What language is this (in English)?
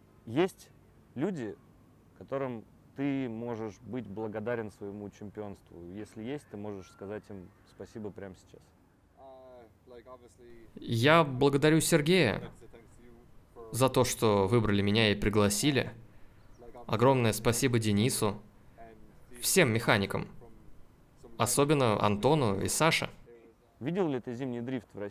Russian